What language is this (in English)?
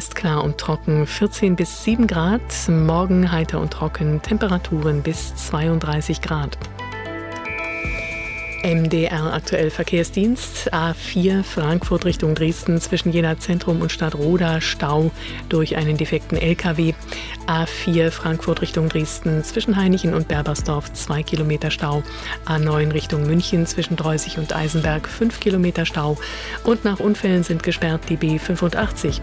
German